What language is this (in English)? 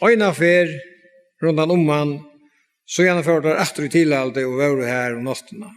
Faroese